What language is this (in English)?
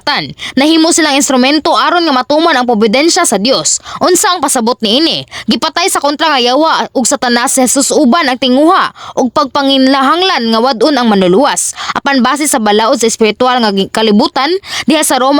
Cebuano